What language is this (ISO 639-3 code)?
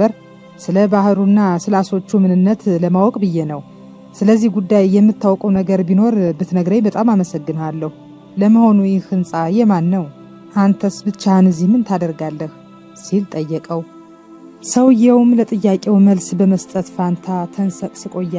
amh